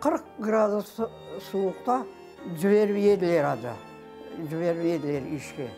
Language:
Crimean Tatar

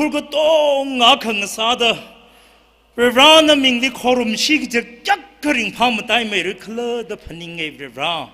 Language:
Tangkhul Naga (India)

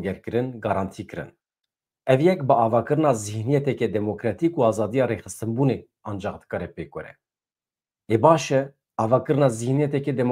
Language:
Kurdish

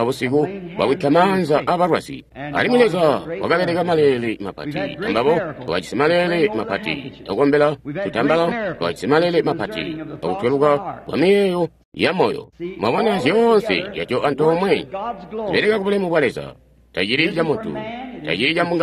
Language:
Tonga (Zambia)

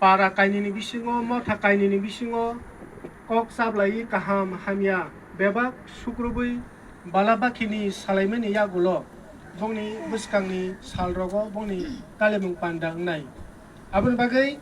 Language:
Kok Borok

